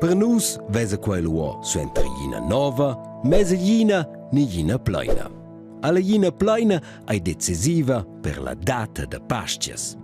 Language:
Romansh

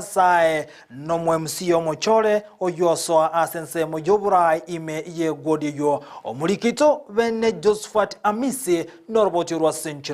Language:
Gusii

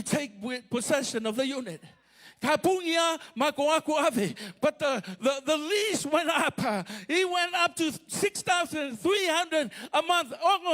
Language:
Samoan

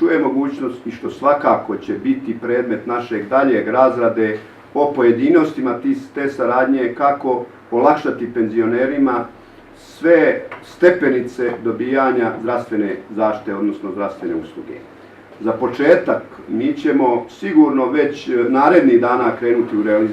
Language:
Bosnian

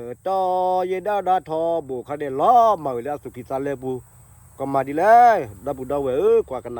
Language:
S'gaw Karen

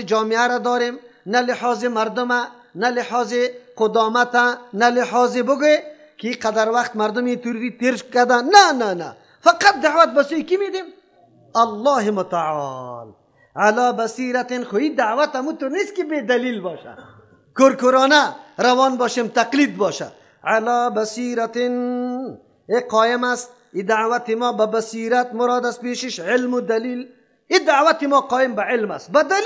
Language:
Persian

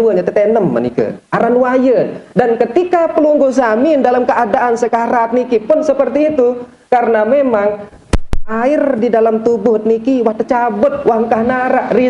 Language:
Sasak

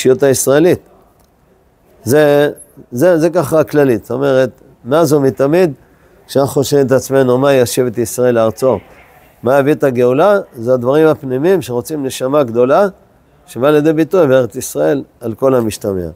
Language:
Hebrew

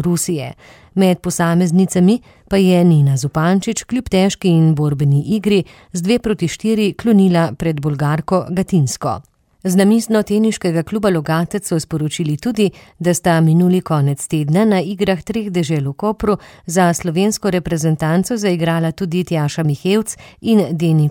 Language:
Slovenian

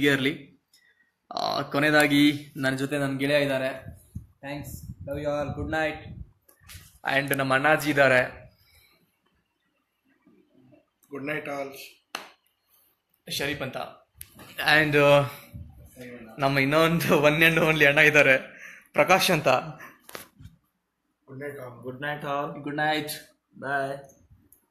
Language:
Kannada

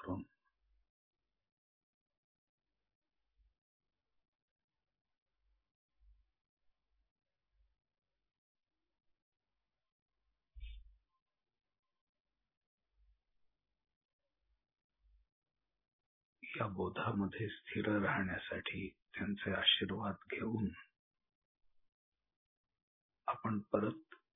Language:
Marathi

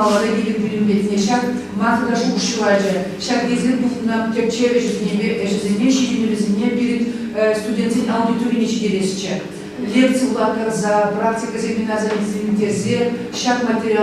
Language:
Chuvash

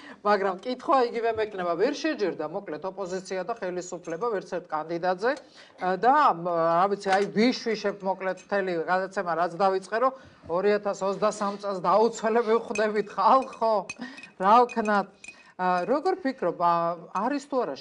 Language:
Georgian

